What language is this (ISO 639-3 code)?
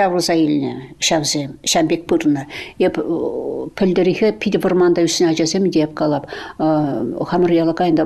chv